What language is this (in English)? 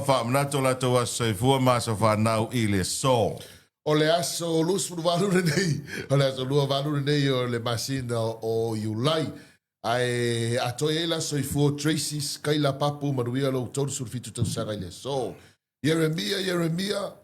Samoan